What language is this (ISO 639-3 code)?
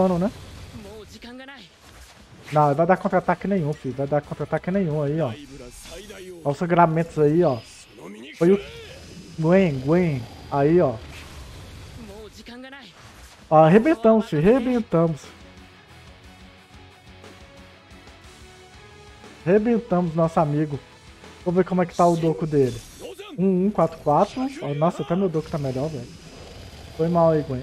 por